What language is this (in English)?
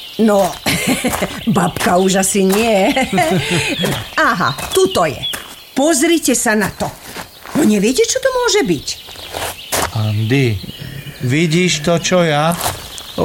Slovak